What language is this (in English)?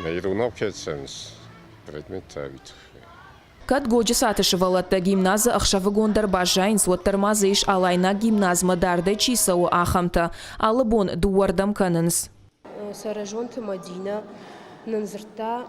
Ossetic